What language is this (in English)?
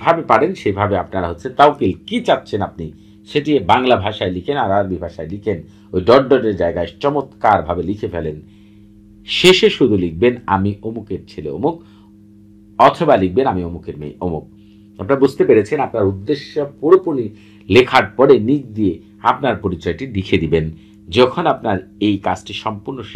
Bangla